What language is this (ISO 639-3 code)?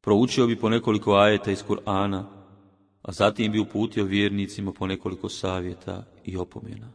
bos